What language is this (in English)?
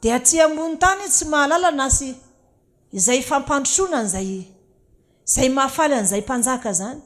Malagasy